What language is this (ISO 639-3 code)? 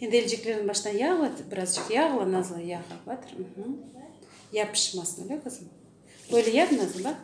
crh